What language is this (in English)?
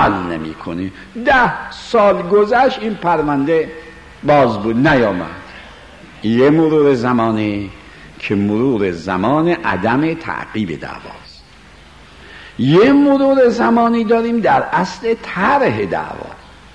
Persian